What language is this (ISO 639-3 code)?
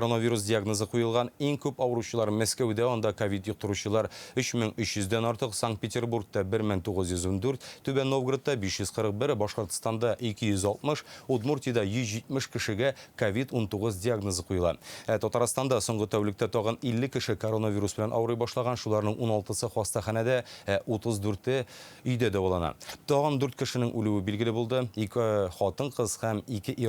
tat